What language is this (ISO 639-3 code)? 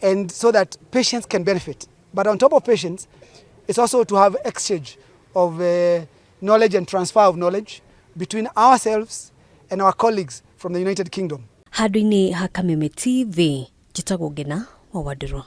kik